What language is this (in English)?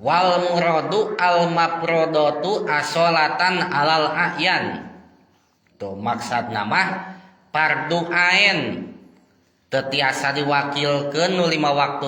Sundanese